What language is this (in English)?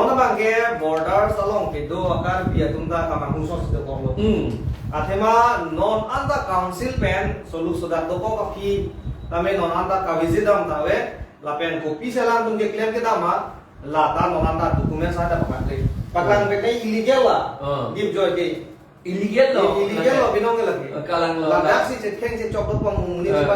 Karbi